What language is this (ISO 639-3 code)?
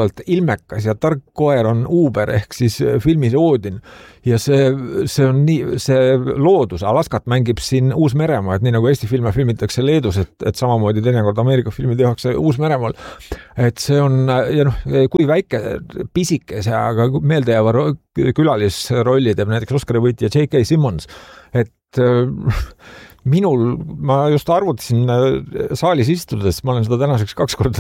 est